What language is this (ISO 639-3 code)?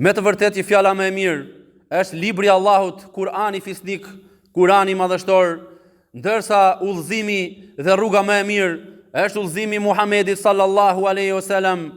sqi